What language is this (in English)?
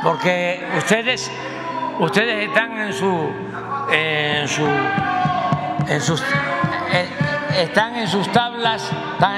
Spanish